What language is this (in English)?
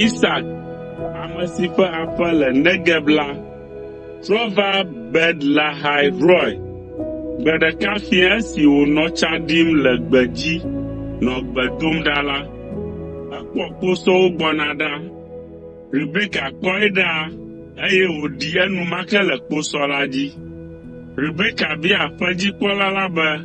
Ewe